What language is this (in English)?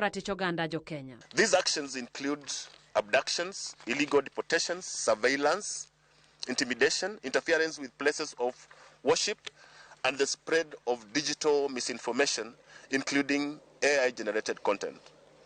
Luo (Kenya and Tanzania)